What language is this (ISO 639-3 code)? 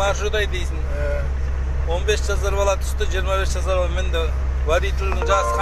kaz